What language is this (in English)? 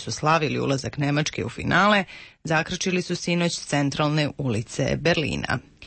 Serbian